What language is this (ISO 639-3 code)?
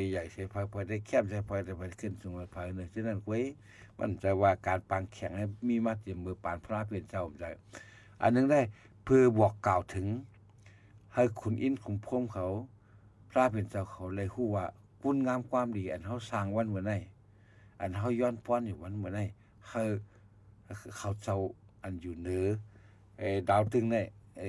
shn